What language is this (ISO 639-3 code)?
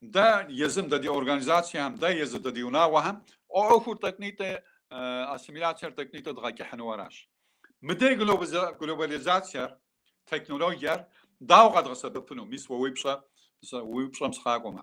kbd